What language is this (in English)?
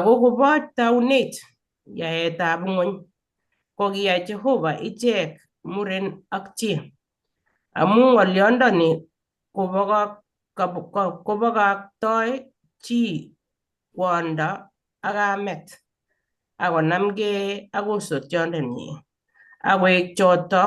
Kalenjin